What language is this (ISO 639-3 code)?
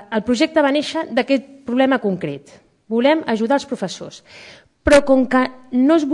cat